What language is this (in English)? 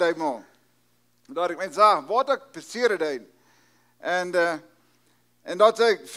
Plautdietsch